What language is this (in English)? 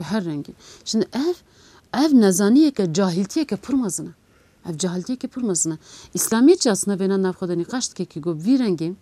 Kurdish